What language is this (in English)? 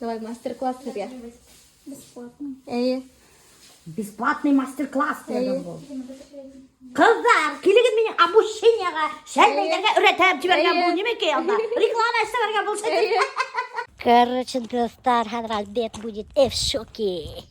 Bashkir